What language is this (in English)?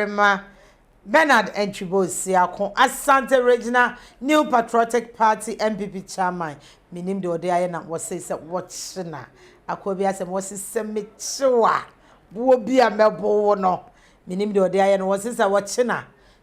Akan